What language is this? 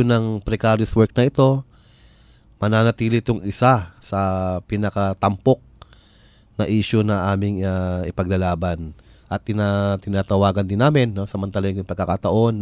Filipino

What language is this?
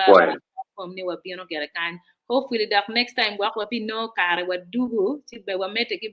Acoli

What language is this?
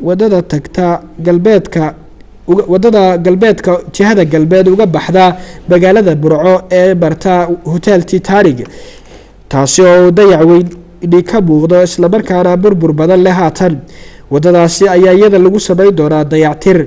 Somali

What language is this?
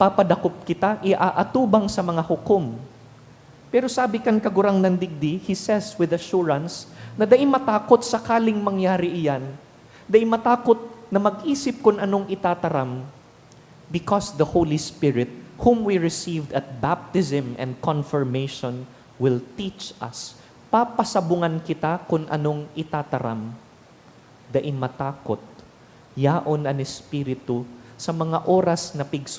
Bikol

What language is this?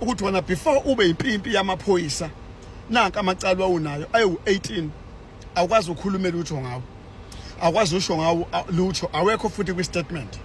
Zulu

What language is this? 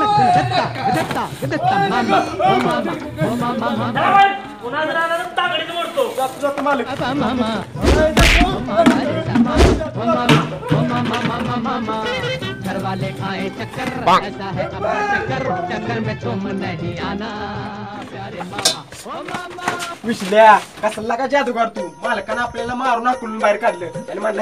Marathi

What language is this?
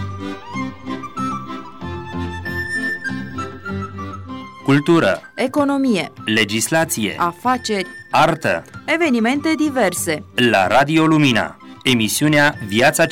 Romanian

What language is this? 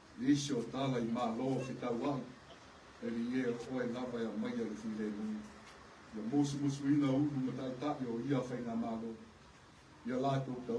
Samoan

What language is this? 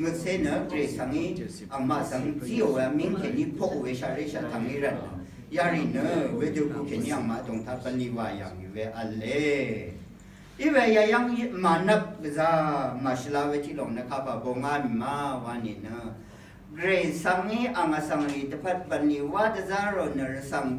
Rawang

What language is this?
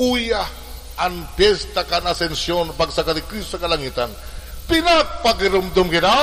Bikol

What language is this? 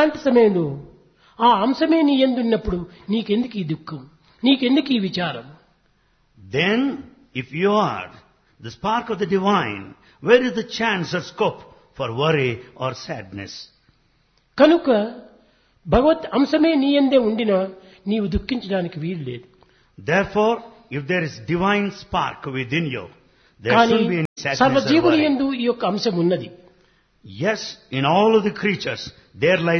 Telugu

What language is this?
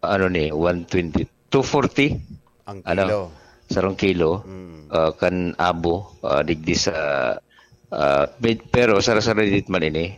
Bikol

